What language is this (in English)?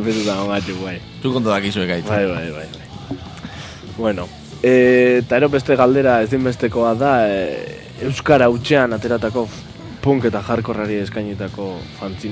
Basque